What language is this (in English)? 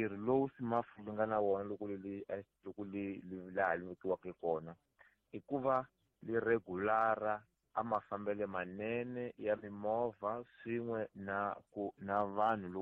Tsonga